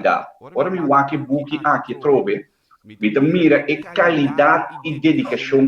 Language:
Papiamento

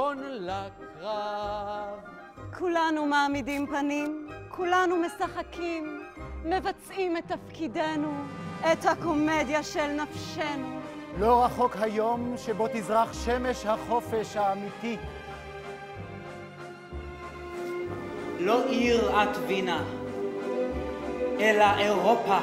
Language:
Hebrew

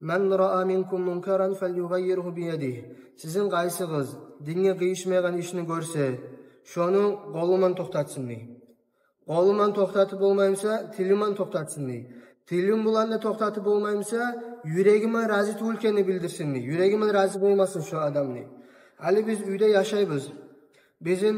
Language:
Kumyk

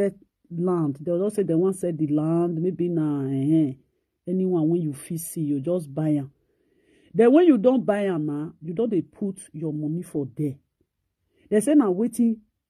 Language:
Nigerian Pidgin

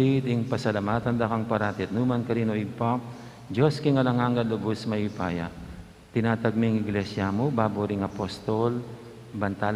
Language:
Pampanga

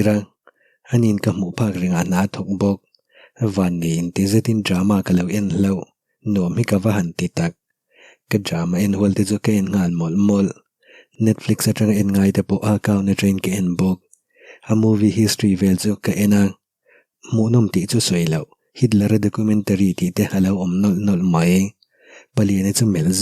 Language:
Mizo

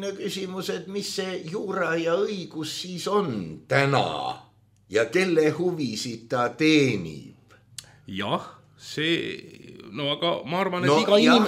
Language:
Estonian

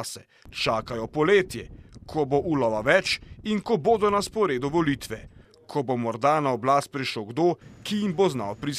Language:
Slovenian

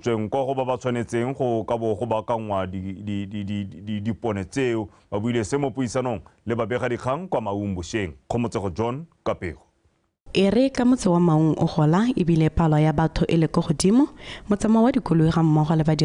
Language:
Tswana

